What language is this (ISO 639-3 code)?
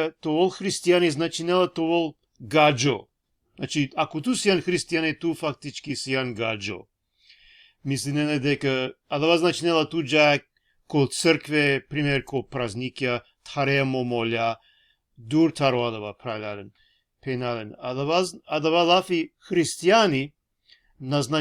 rmn